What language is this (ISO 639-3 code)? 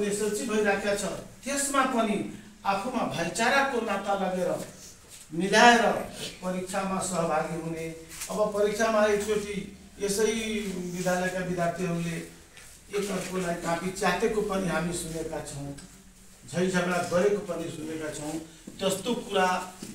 nep